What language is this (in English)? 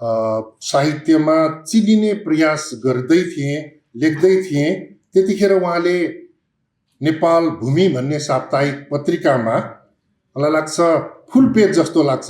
Nepali